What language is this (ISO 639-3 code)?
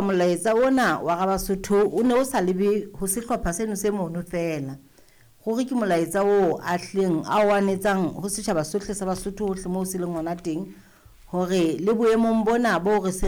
sot